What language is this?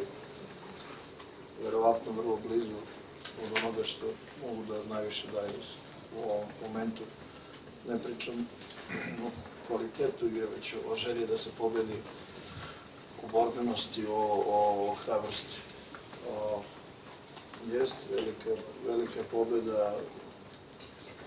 Serbian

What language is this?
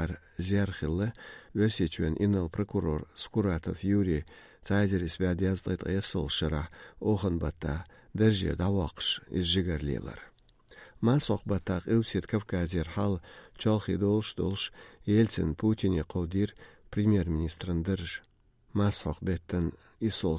Chechen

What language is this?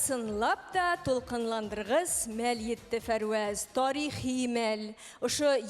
Bashkir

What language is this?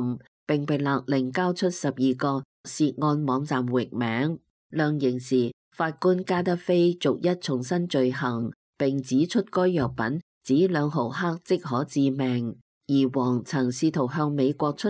Cantonese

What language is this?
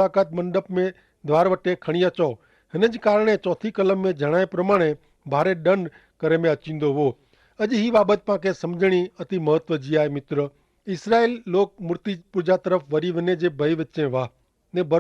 Kachhi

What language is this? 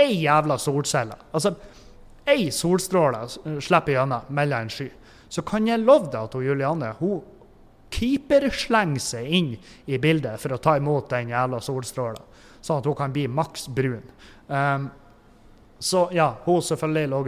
Norwegian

